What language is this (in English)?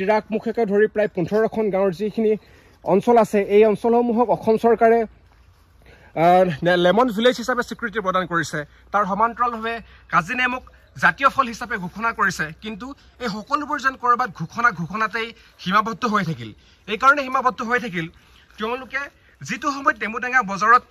Assamese